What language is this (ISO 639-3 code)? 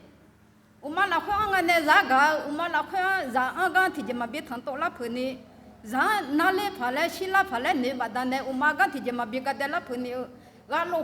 ahk